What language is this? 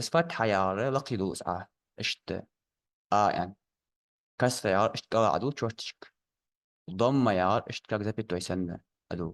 Ingush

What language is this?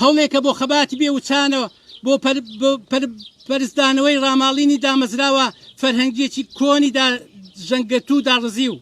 Central Kurdish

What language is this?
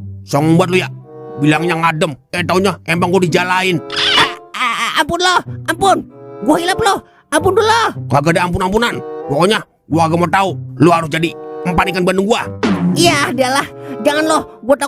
Betawi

